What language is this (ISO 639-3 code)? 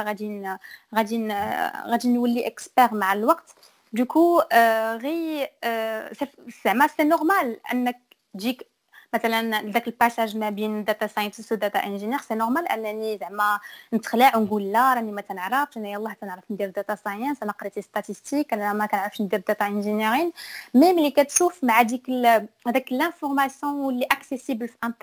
ary